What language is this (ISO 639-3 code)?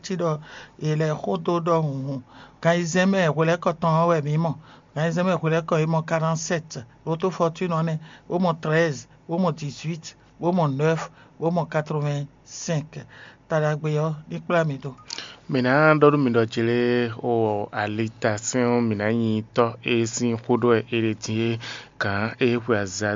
fon